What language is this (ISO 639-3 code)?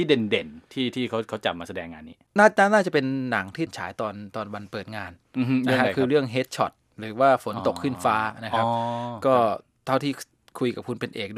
tha